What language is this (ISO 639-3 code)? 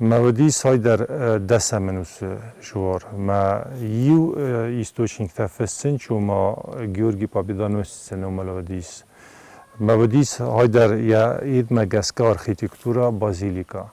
oss